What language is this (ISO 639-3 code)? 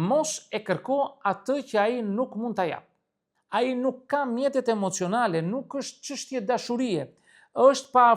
sqi